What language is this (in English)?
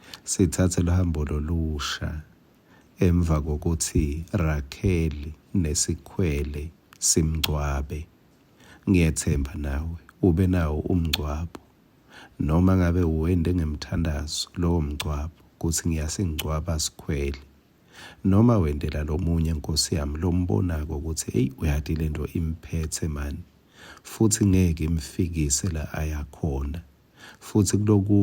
Swati